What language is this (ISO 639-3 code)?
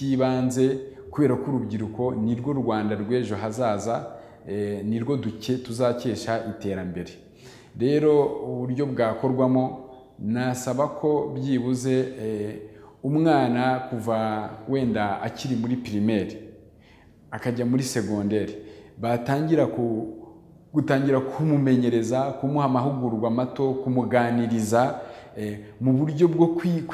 kin